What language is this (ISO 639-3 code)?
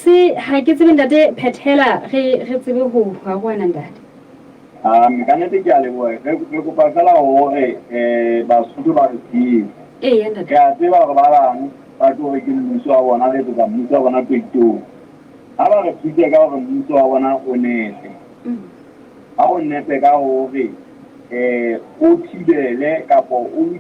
sot